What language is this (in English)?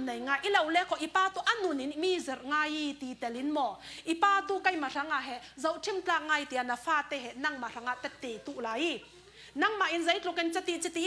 Falam Chin